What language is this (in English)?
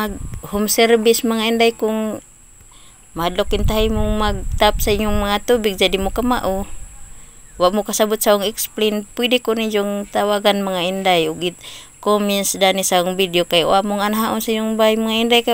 Cebuano